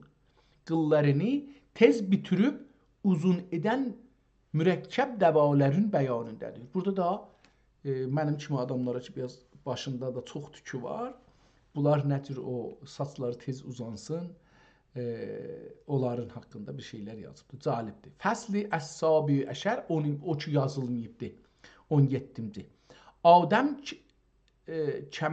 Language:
South Azerbaijani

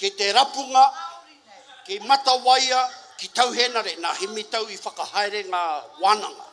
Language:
Māori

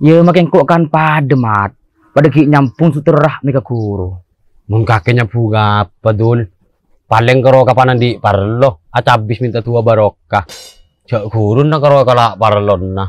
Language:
Madurese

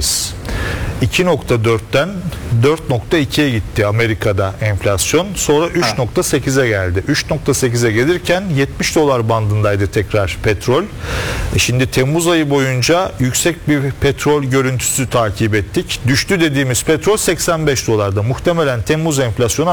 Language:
Turkish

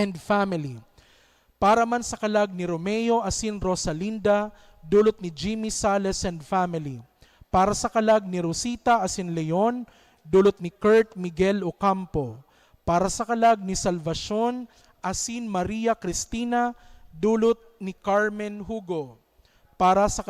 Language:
Bikol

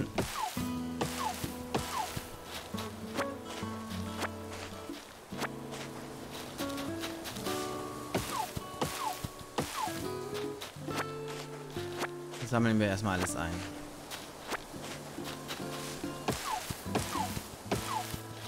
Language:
German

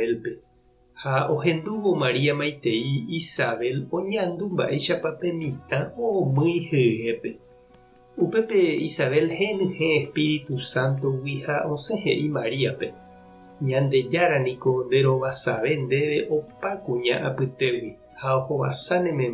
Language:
Guarani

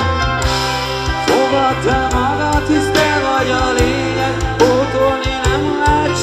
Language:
Hungarian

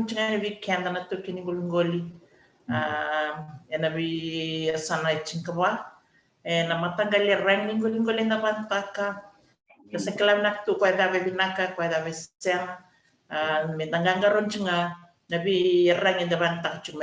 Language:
Fijian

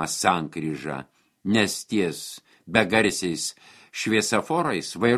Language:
Lithuanian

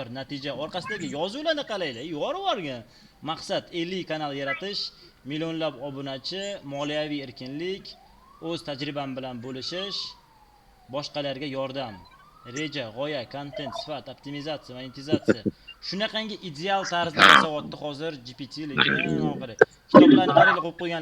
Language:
Uzbek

